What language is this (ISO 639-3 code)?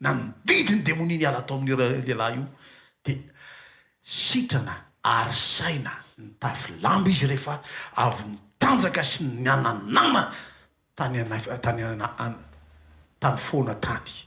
mlg